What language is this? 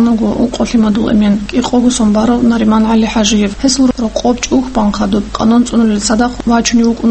Avaric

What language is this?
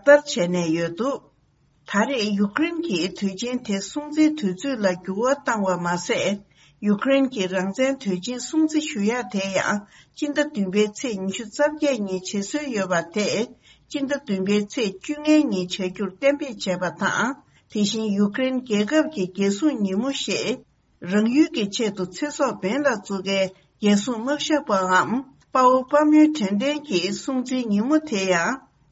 Tibetan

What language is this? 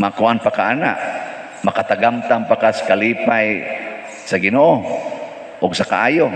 Cebuano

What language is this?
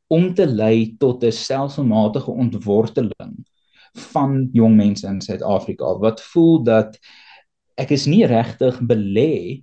Afrikaans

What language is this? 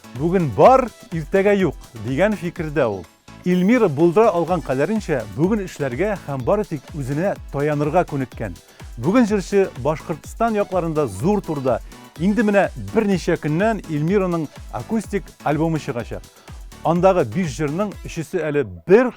Tatar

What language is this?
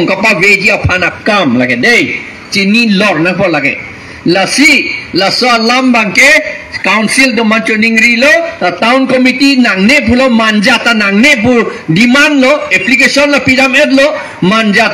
Karbi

